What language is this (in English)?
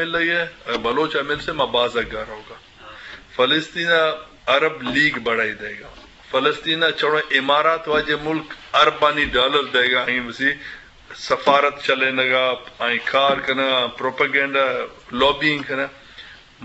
Eastern Balochi